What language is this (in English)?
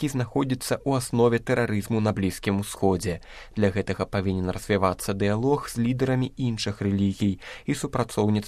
Belarusian